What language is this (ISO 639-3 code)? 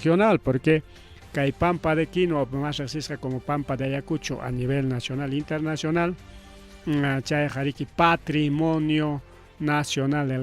quy